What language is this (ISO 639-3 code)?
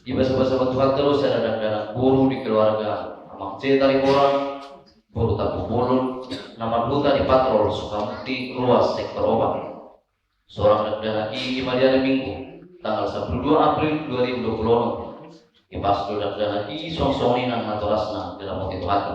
bbc